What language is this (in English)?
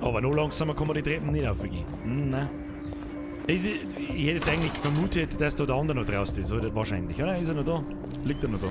Bavarian